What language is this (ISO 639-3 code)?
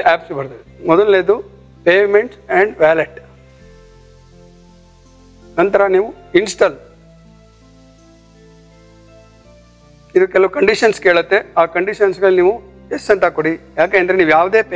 kan